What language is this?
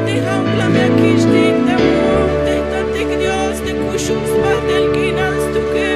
Tzeltal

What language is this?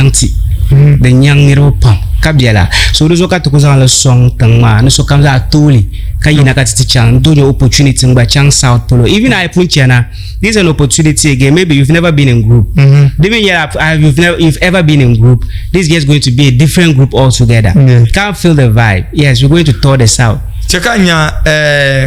Dagbani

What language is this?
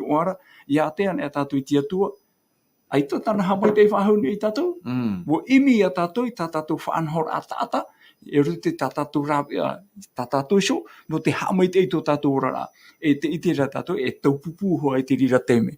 Tahitian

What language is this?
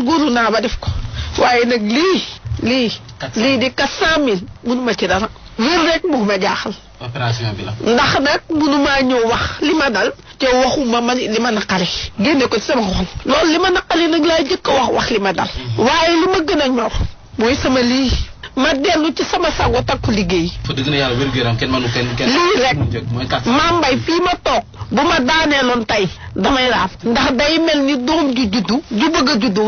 Wolof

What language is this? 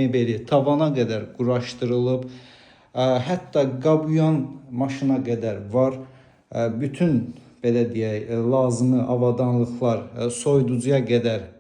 Azerbaijani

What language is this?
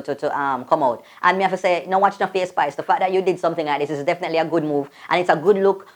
Jamaican Creole English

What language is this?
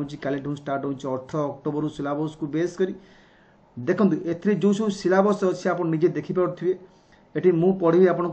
Odia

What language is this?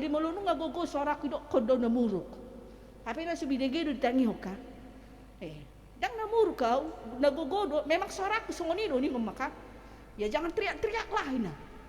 Batak Toba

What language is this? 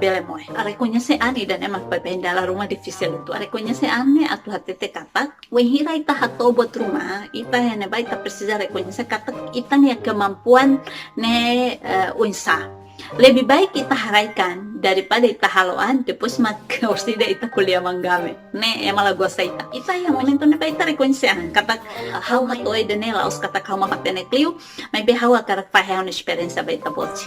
Tetum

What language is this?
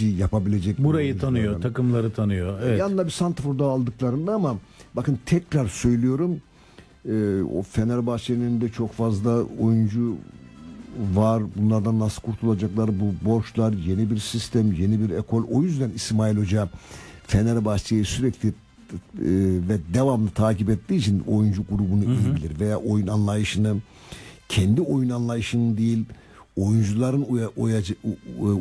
Turkish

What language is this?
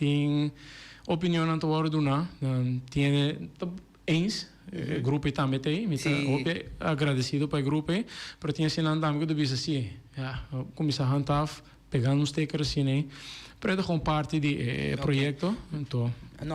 Papiamento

